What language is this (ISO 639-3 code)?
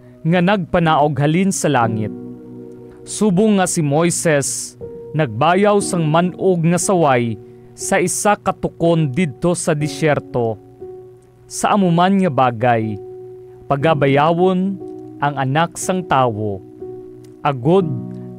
hil